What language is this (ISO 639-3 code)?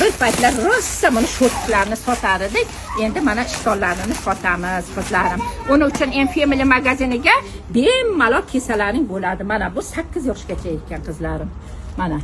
uzb